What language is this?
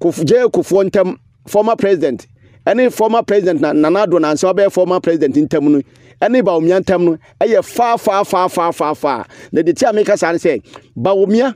Akan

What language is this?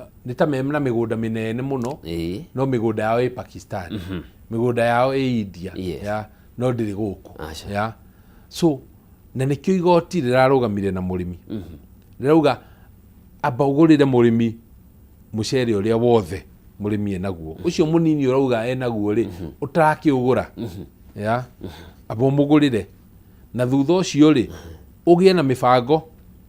Kikuyu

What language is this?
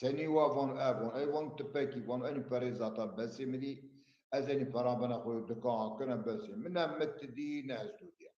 Zaza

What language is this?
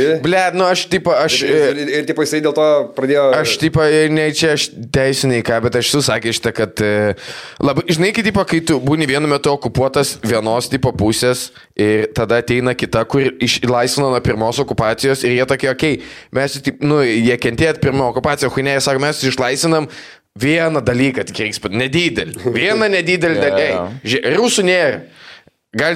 Lithuanian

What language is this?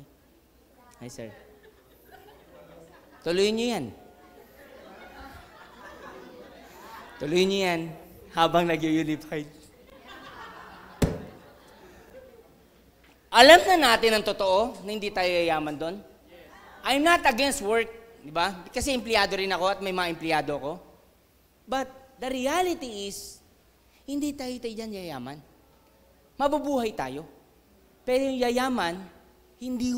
Filipino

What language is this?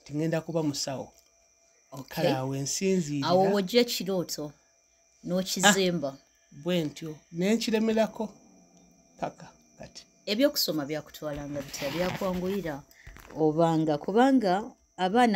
Ganda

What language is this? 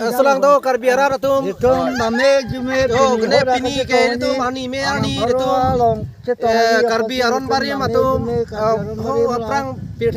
Karbi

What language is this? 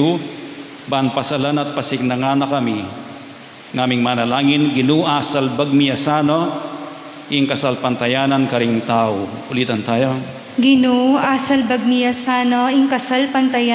Pampanga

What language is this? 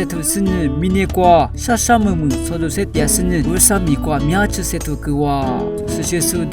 Lisu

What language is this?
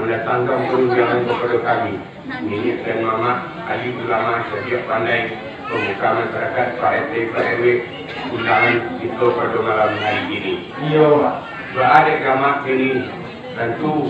Minangkabau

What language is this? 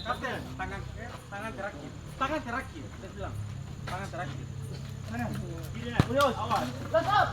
Ambonese Malay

